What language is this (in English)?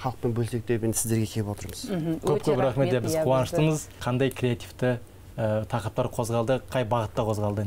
Kazakh